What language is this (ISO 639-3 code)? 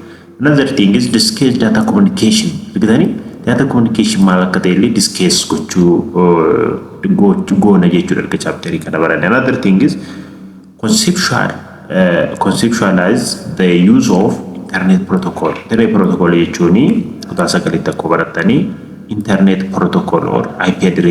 orm